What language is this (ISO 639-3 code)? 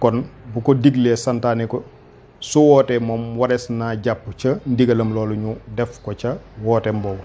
wol